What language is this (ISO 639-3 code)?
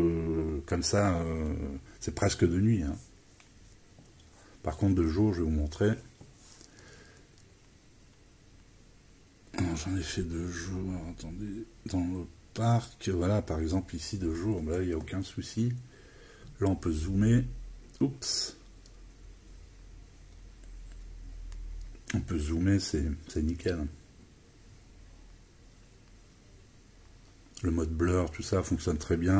fra